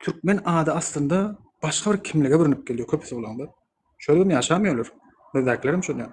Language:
Turkmen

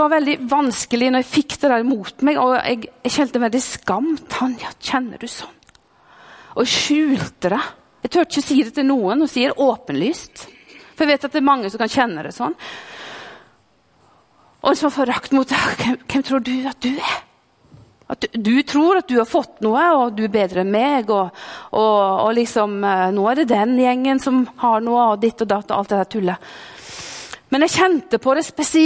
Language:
Norwegian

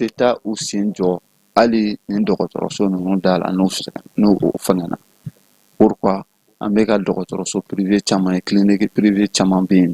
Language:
Bambara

